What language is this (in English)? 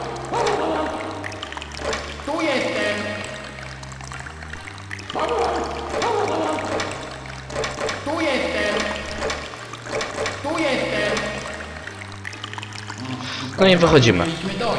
Polish